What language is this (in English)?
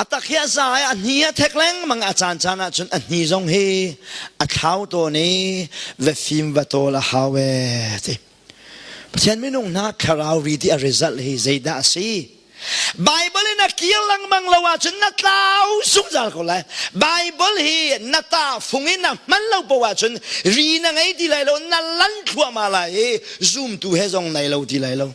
Hakha Chin